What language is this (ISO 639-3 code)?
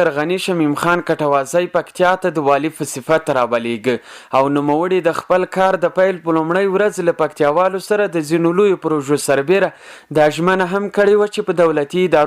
pus